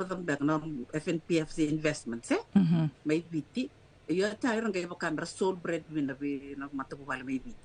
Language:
Fijian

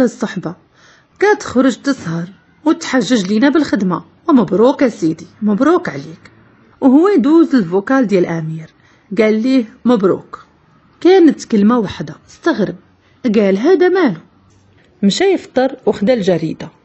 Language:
Moroccan Arabic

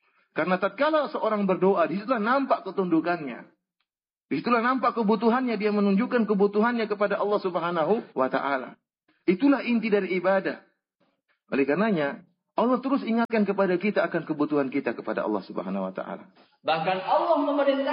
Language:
Indonesian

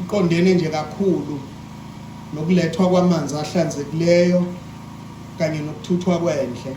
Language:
Zulu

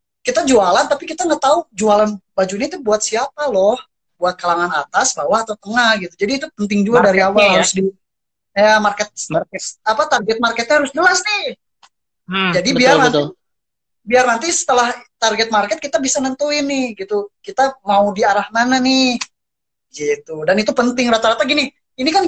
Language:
Indonesian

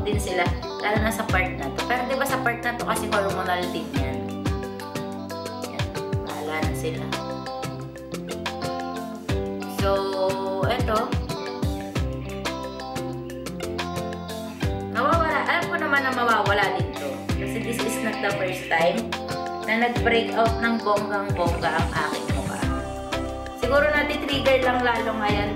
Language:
Filipino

